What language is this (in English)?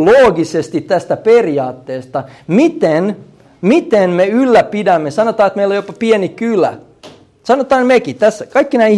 Finnish